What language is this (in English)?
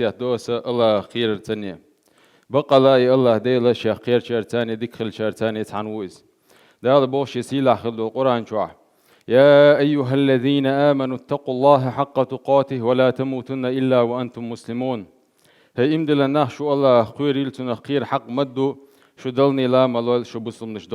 Chechen